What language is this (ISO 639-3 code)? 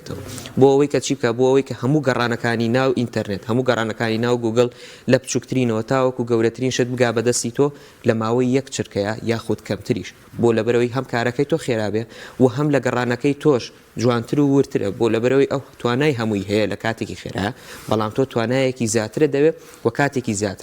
ckb